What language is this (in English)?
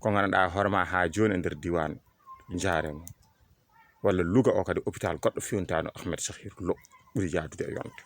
Fula